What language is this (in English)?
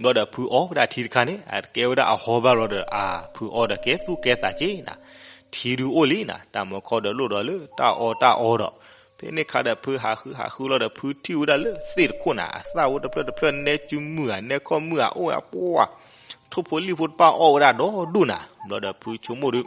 S'gaw Karen